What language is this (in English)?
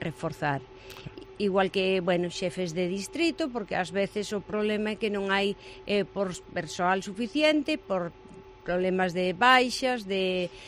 Galician